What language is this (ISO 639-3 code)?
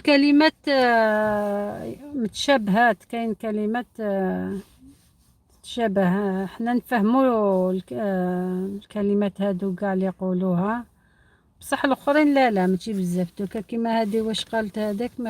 arq